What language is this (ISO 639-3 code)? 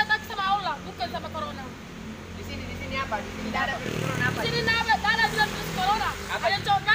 mfp